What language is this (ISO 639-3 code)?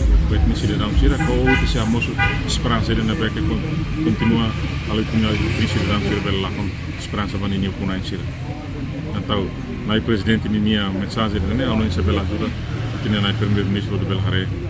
tet